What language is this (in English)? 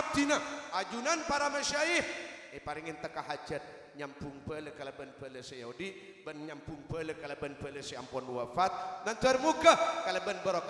Madurese